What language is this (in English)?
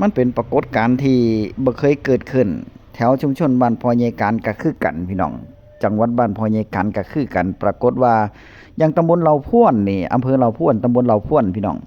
Northeastern Thai